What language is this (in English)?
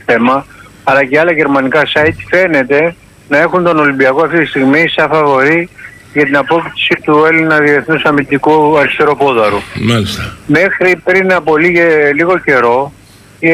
Greek